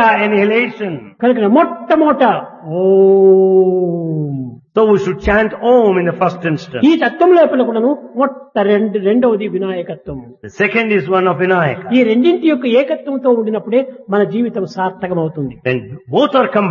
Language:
Telugu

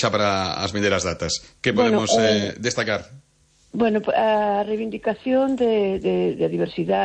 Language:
Galician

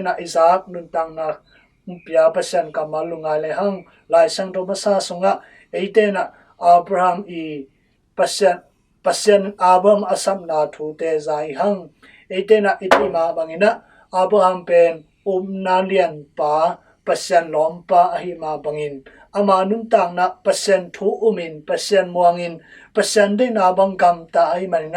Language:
Tedim Chin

